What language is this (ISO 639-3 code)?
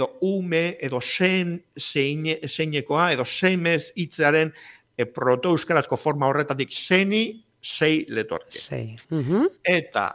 eus